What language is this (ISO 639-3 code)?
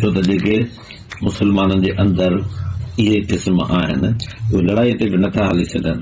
snd